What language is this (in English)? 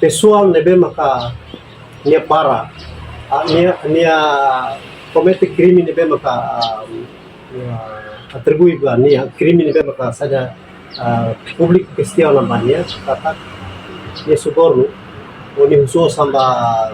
Tetum